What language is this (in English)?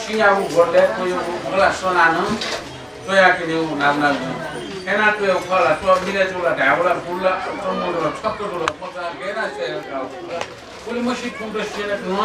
Newari